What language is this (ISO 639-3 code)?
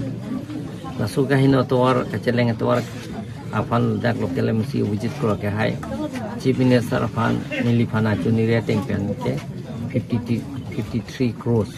mjw